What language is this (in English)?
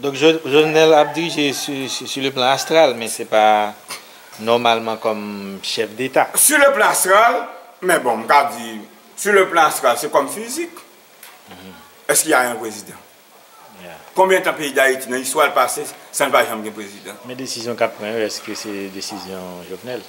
Haitian Creole